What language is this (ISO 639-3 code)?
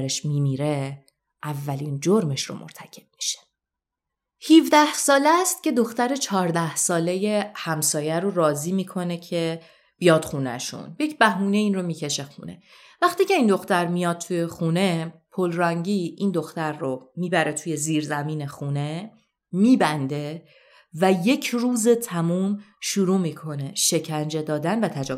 fas